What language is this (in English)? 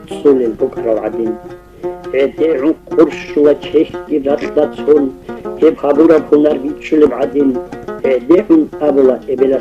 Avaric